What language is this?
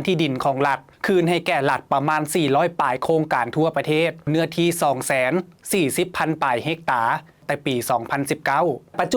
Lao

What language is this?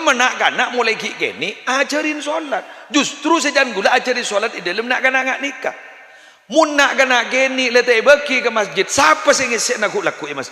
Madurese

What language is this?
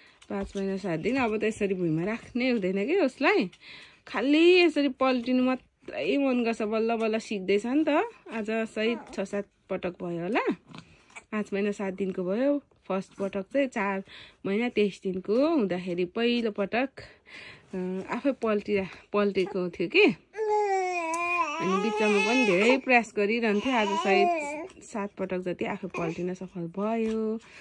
Nepali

